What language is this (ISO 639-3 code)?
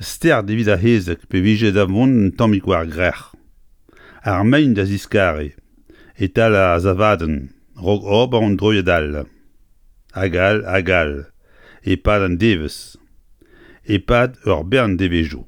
bre